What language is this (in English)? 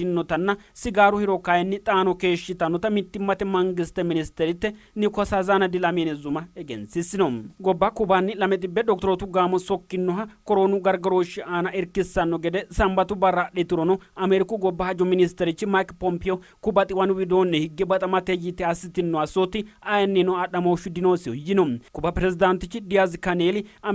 Sidamo